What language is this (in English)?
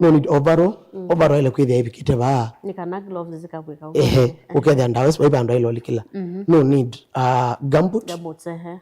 Kamba